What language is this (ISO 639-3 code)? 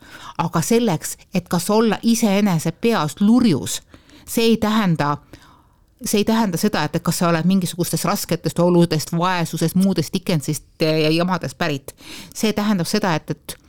est